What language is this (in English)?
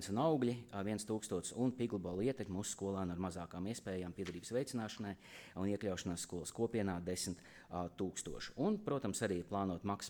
Latvian